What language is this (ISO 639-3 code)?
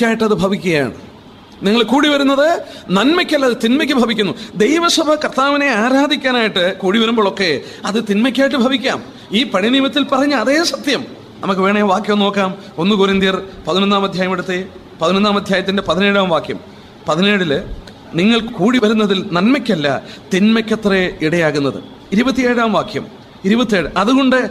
mal